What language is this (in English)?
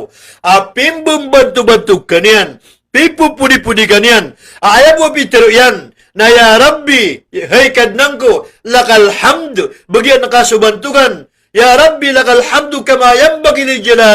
Maranao